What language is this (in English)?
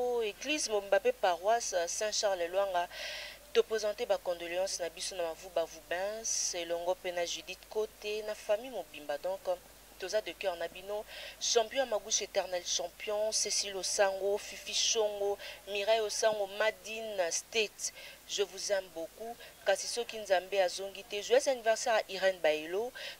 Lingala